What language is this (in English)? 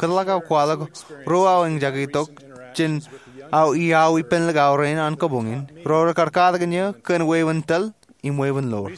Marshallese